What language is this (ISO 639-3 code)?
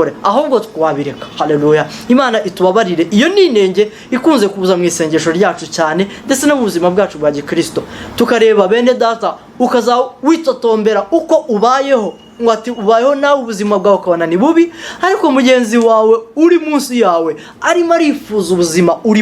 kin